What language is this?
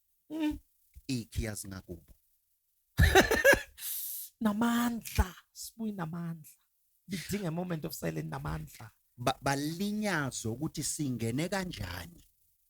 Zulu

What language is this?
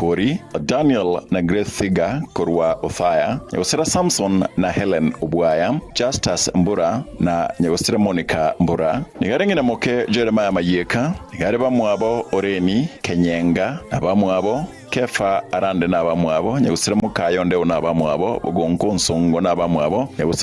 Gusii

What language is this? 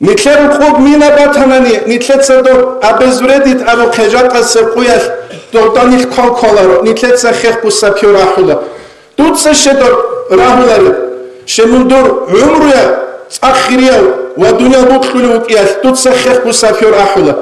Avaric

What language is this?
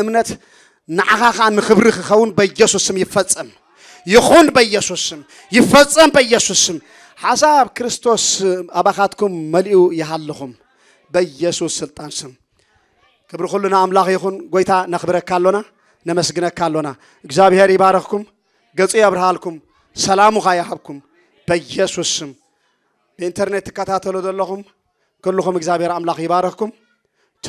Tigrinya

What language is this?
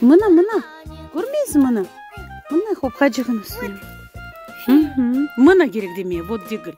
Crimean Tatar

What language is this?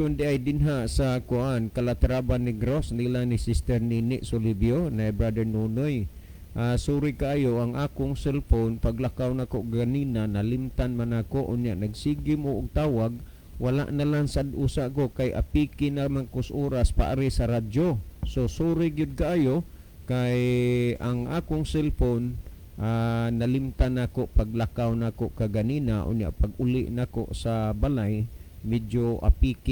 Cebuano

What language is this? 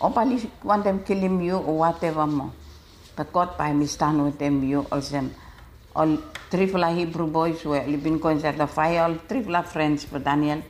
Bislama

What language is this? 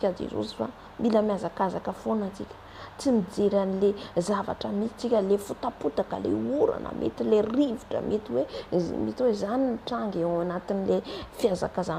Malagasy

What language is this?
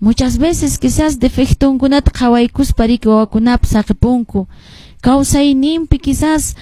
Quechua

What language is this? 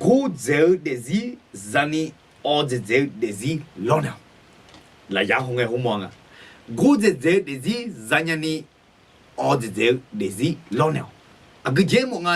Akha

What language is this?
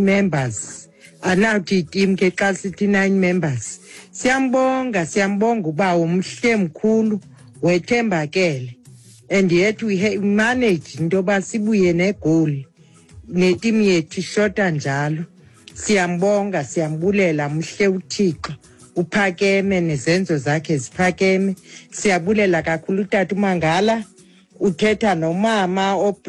Xhosa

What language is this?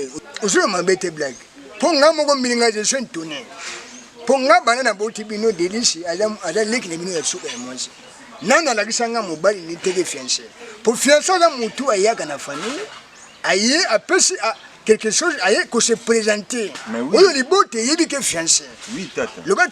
Lingala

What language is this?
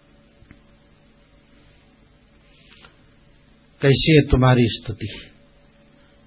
Hindi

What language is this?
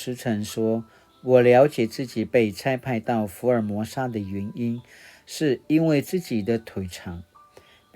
Paiwan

